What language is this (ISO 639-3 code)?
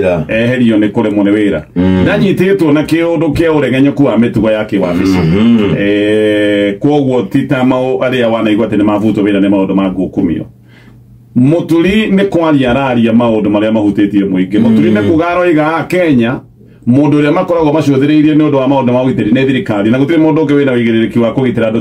kik